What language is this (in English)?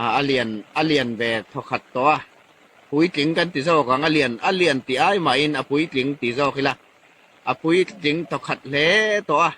Hmar